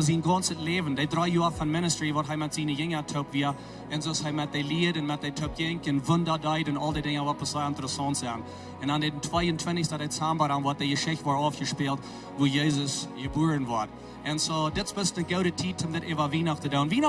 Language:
Plautdietsch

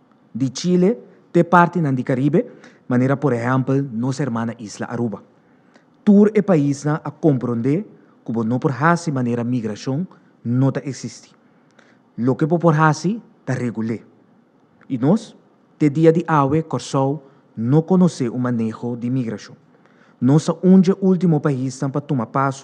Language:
Papiamento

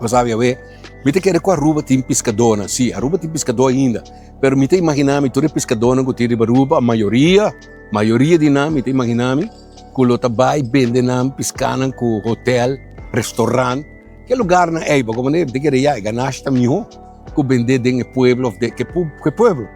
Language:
Papiamento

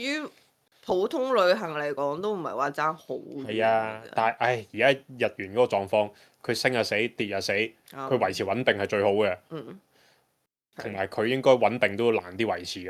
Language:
Cantonese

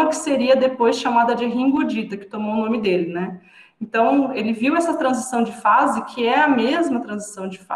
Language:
Portuguese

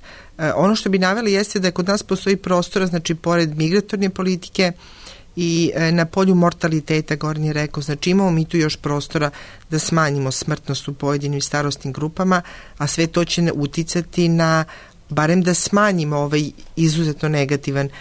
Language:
Serbian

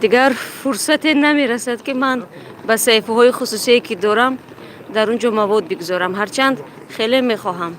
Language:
Tajik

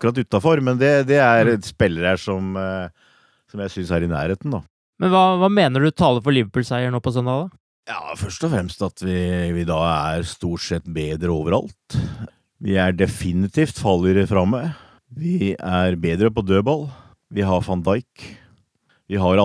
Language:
Norwegian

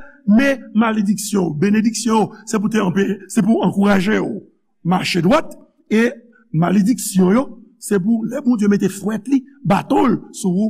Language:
Haitian Creole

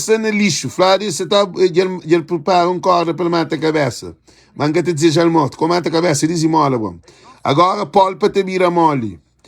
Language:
Kabuverdianu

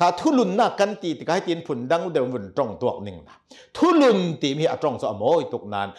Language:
Hakha Chin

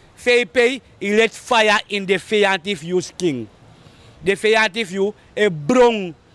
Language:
Sranan Tongo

